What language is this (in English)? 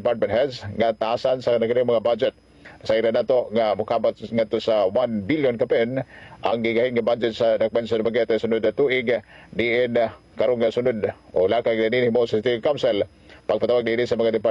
Cebuano